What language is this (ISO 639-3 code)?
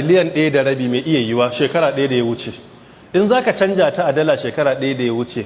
hau